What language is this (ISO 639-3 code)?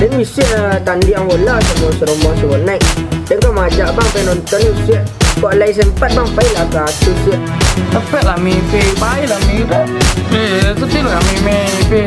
min